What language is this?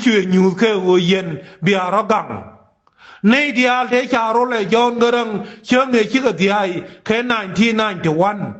Nuer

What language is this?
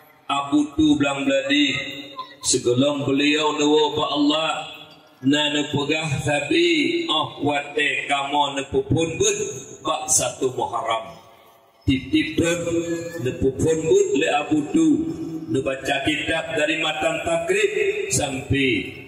Achinese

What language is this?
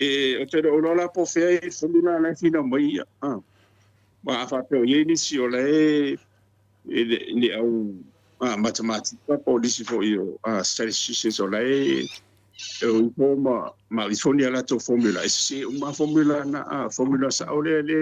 Samoan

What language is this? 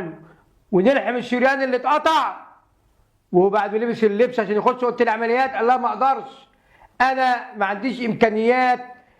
Egyptian Arabic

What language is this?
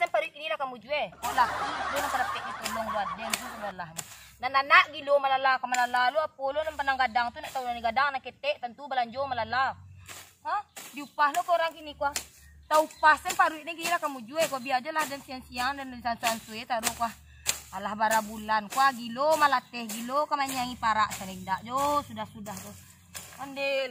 Minangkabau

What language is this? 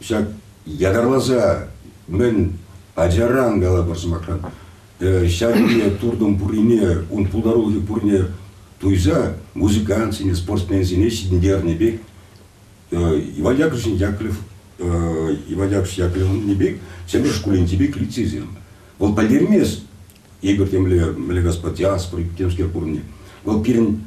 Chuvash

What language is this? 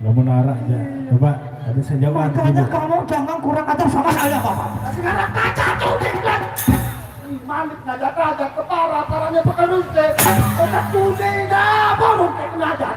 Sasak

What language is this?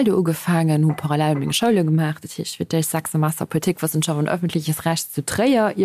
Luxembourgish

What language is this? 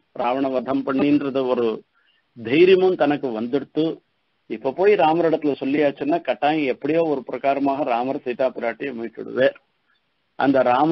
Tamil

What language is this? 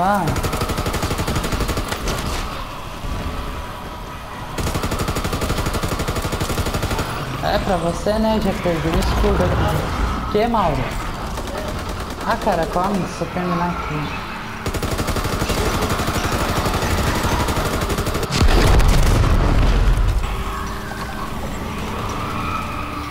Portuguese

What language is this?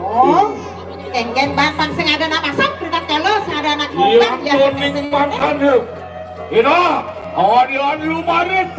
Balinese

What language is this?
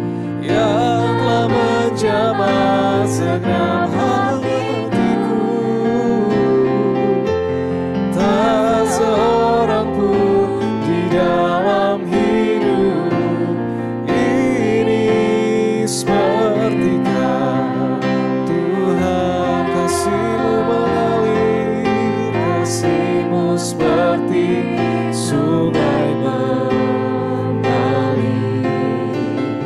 Indonesian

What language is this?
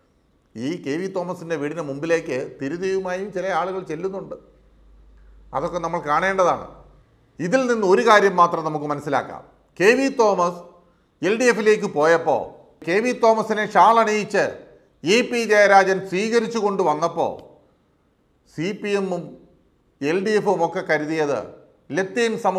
Malayalam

